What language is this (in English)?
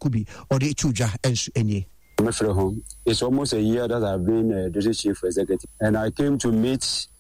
Akan